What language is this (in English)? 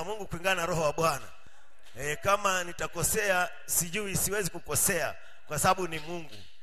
Swahili